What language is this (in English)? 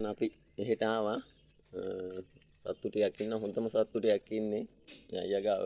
Sinhala